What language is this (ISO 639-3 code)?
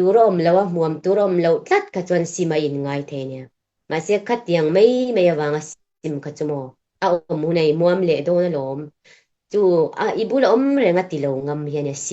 lus